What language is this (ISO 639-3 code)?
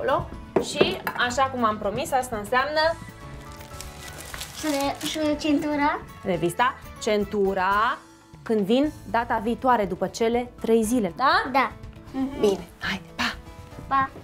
ron